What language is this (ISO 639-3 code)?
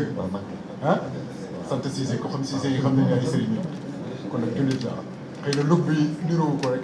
wol